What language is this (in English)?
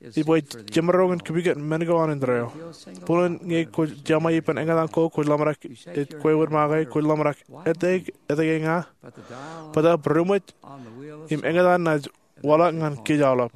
Marshallese